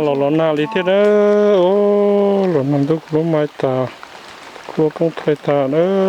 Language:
Hmong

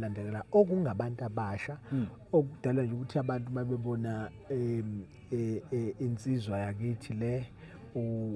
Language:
Zulu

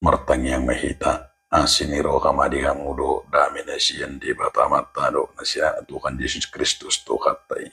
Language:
Batak Toba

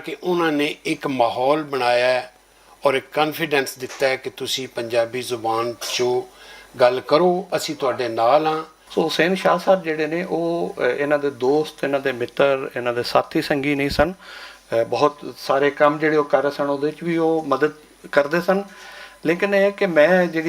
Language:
Western Panjabi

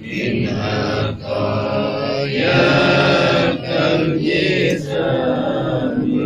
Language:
Madurese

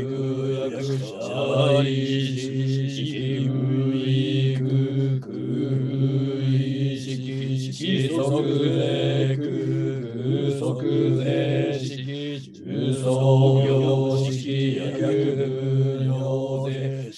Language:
Japanese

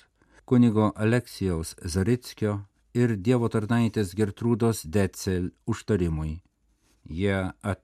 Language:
Lithuanian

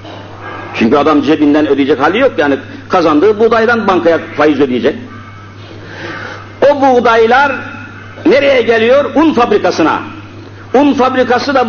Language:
Turkish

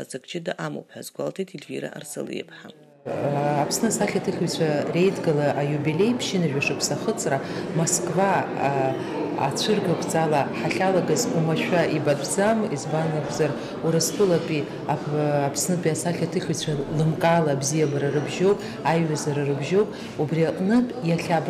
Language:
Abkhazian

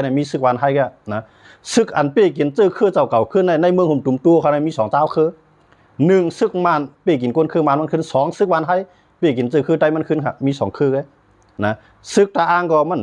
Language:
Shan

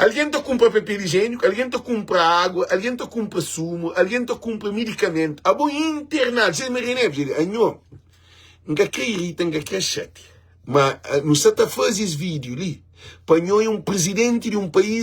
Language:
Kabuverdianu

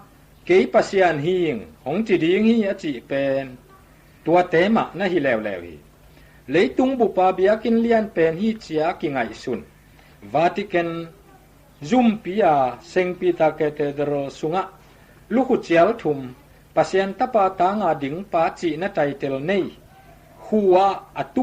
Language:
Tedim Chin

